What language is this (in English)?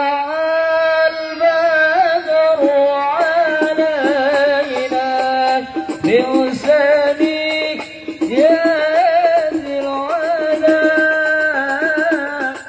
Betawi